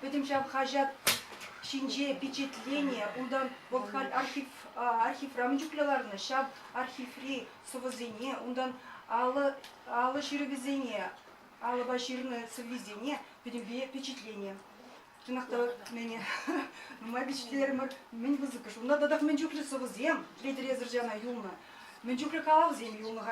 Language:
Chuvash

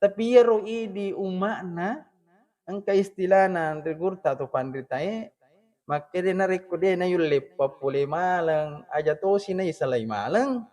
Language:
Buginese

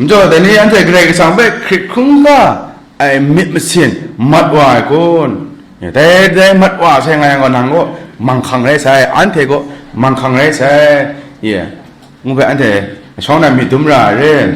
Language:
Kachin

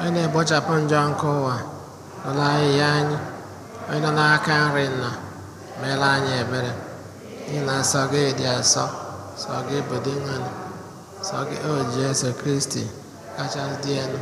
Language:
Igbo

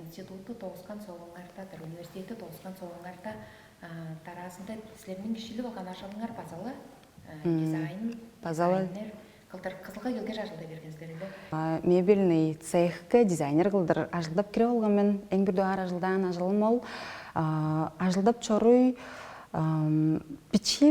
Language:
Tuvinian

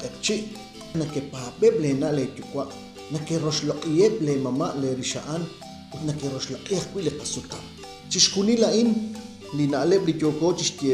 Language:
Kekchí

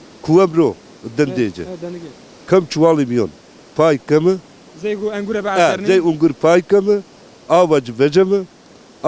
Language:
Zaza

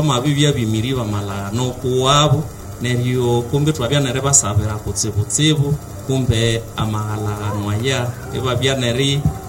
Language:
Nande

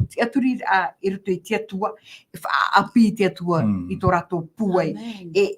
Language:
Tahitian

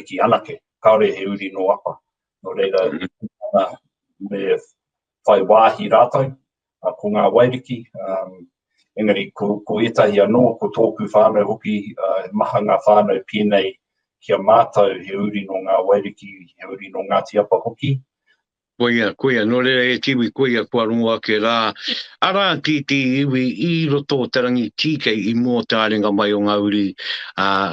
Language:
Māori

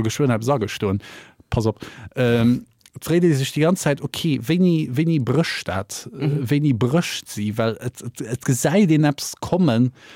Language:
Luxembourgish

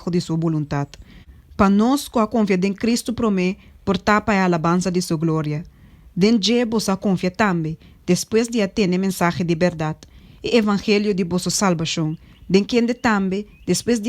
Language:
Papiamento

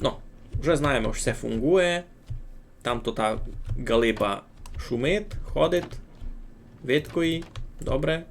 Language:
Rusyn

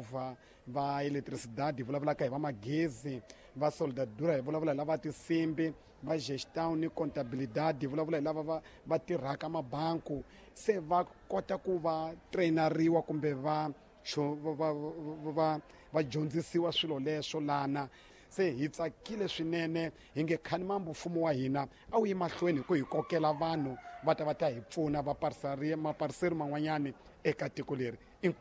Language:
Tsonga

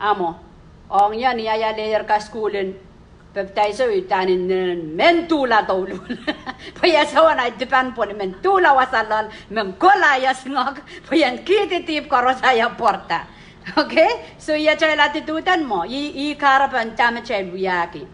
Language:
Pohnpeian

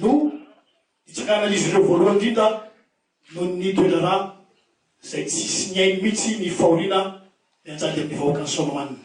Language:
Malagasy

